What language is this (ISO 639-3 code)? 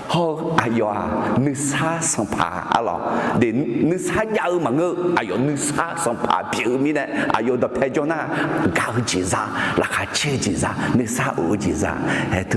ahk